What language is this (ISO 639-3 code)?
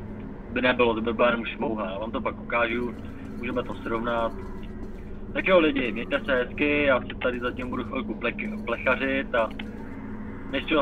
ces